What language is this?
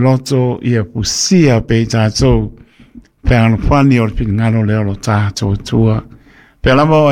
Samoan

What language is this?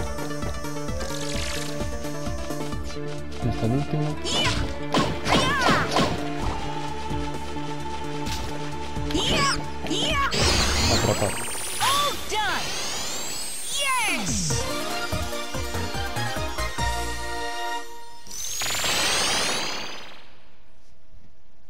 Spanish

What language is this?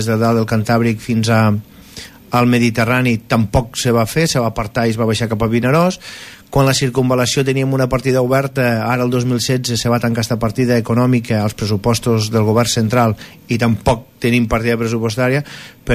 Catalan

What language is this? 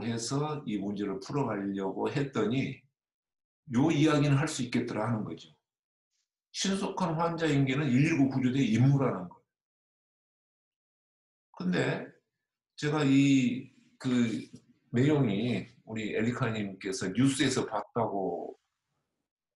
Korean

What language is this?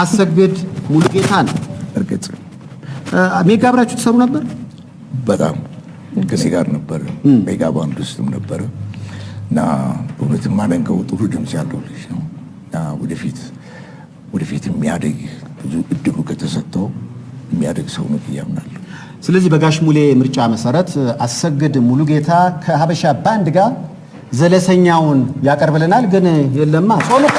Amharic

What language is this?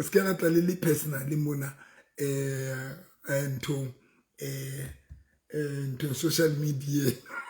Southern Sotho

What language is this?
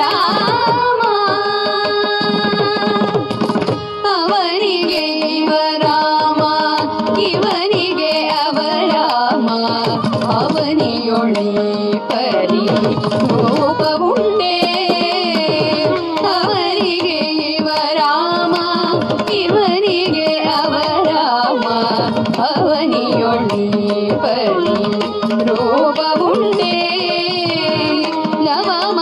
Kannada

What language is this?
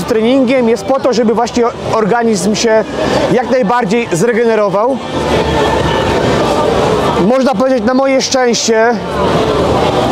Polish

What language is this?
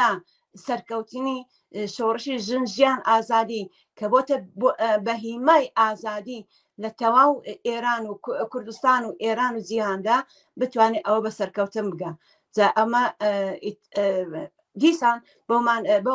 Central Kurdish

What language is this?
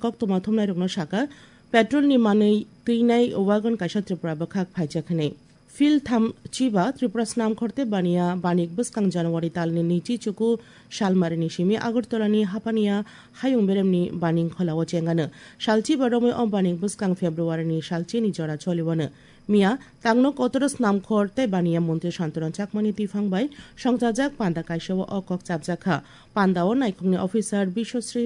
Kok Borok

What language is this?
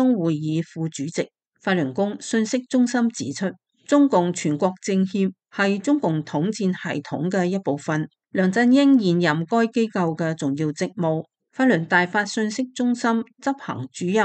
Cantonese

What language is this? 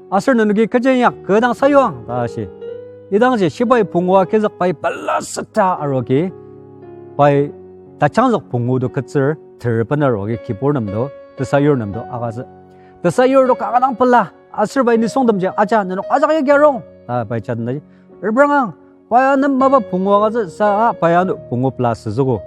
Ao Naga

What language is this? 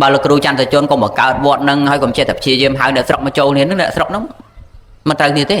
Khmer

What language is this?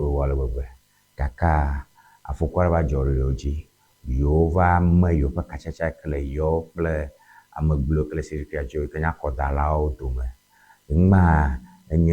Ewe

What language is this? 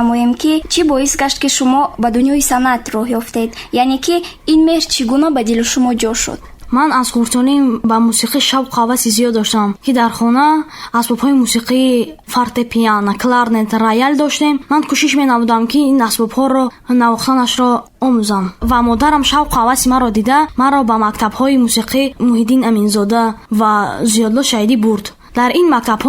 Tajik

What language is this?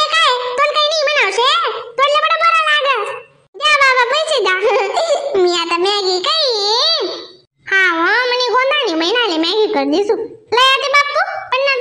Khandesi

